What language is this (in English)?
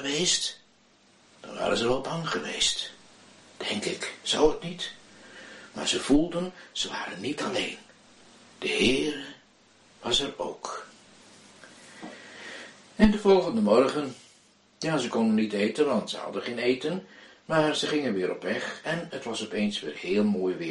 Dutch